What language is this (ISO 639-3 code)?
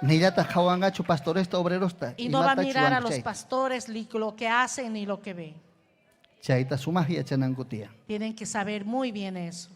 quy